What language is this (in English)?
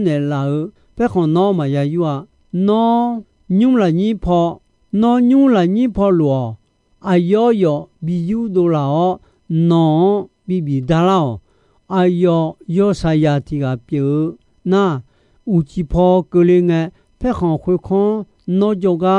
Akha